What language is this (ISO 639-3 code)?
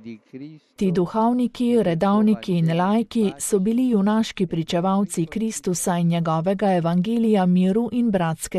slv